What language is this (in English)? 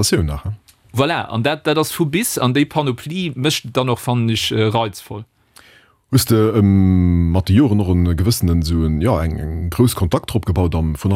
Luxembourgish